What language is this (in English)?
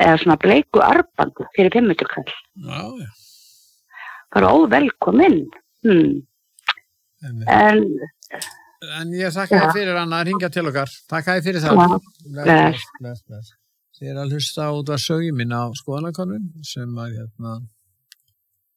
Icelandic